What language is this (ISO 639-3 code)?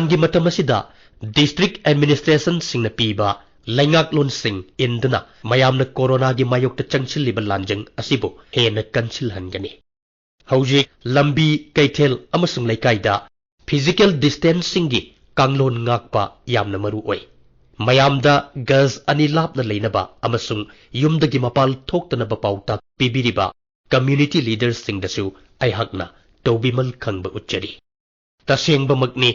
mni